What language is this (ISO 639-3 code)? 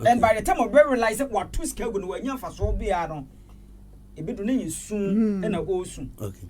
aka